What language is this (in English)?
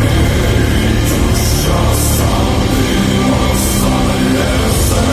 Erzya